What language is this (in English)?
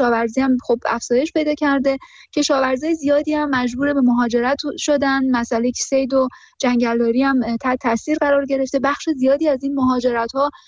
Persian